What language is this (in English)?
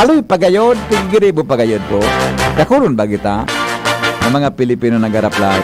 Bikol